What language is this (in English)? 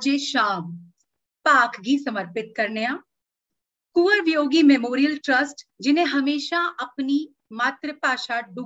Dogri